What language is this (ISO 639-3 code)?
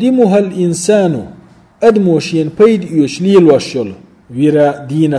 che